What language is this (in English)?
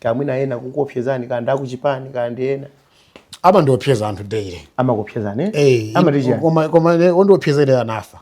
Nyanja